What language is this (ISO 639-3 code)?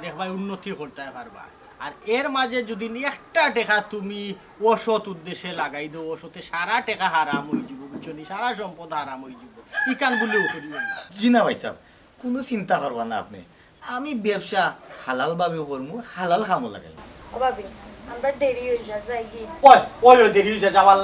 syl